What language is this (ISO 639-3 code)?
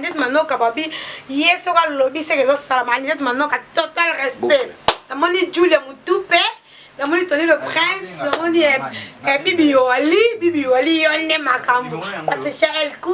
lin